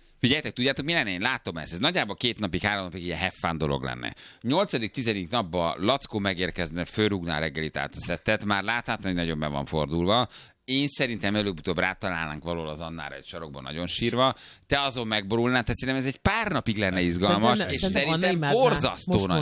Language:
Hungarian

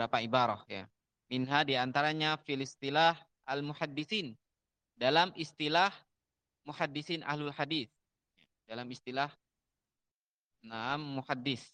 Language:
Indonesian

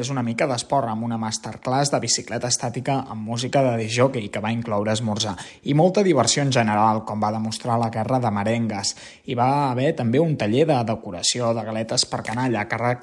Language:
Catalan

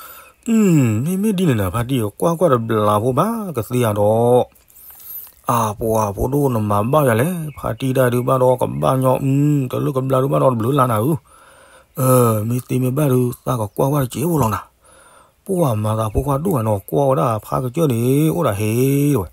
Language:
S'gaw Karen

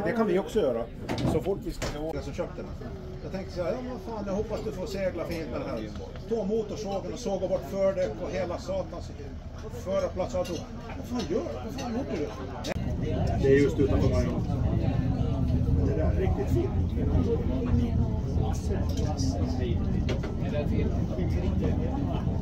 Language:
Swedish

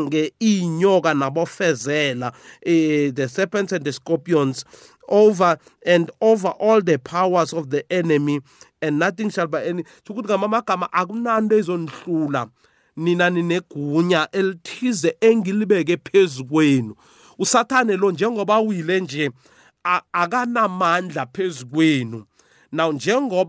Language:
South Ndebele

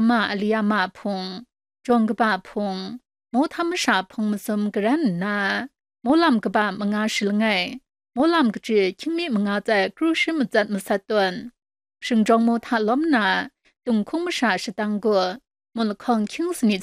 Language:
Kachin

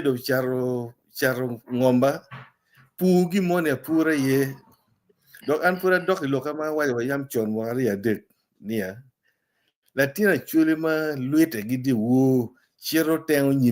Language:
Acoli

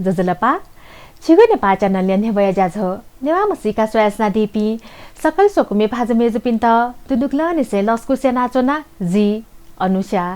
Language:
Newari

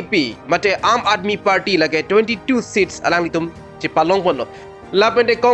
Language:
Karbi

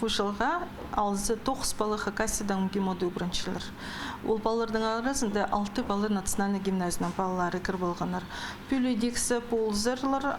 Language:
Khakas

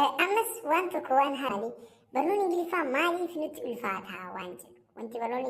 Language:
Oromo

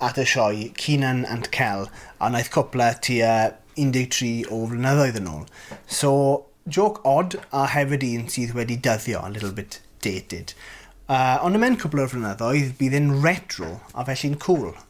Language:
Welsh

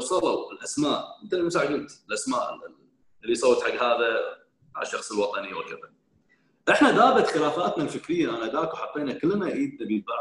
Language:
Gulf Arabic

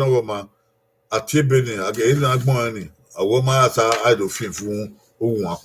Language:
Bini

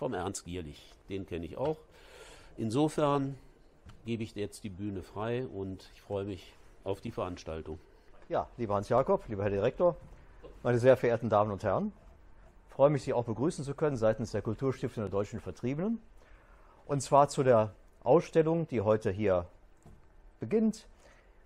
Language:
German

